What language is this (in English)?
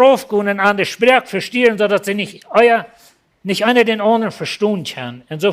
Plautdietsch